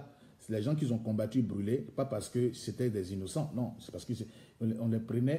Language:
French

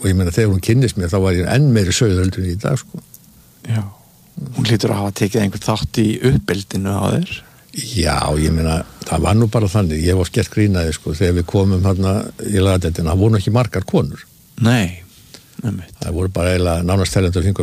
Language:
Icelandic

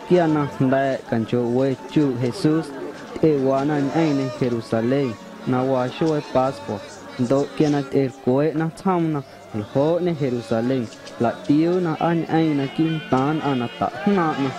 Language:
Guerrero Amuzgo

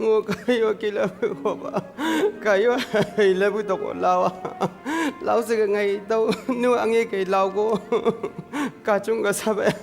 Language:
Chang Naga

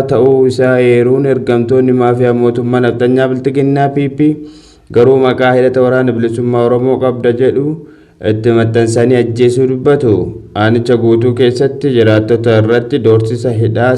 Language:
Oromo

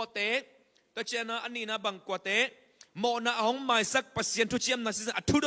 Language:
Tedim Chin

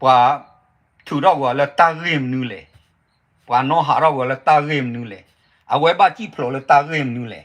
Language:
S'gaw Karen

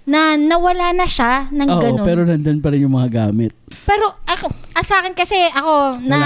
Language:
Filipino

